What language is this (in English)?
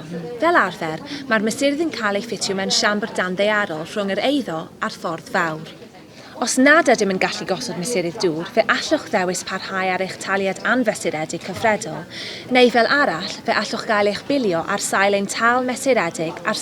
Welsh